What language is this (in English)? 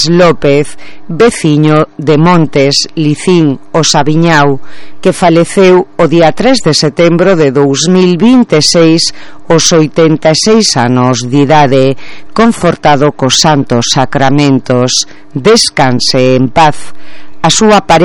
Galician